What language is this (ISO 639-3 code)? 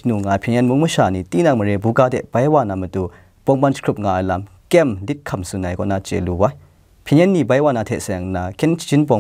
kac